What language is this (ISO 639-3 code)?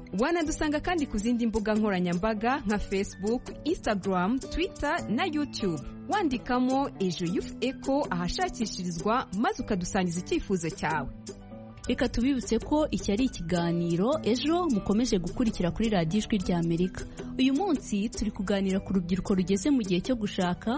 kin